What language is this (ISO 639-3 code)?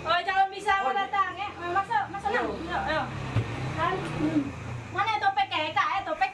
mui